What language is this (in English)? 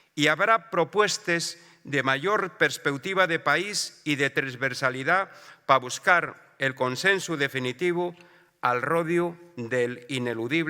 Asturian